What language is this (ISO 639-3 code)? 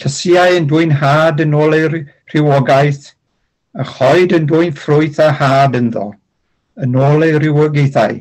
cym